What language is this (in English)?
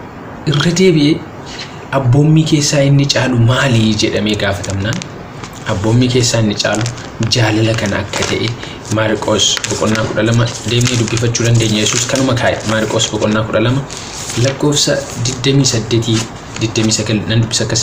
Oromo